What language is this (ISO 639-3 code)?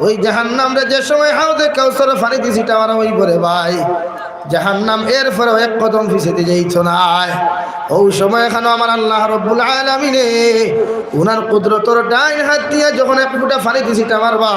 syl